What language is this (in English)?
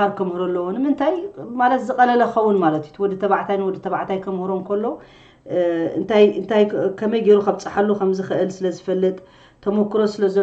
Tigrinya